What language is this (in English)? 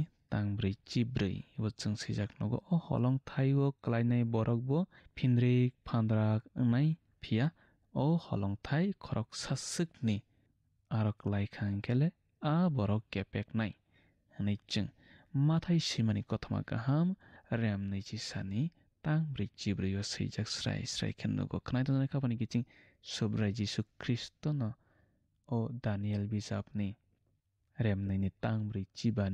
Kok Borok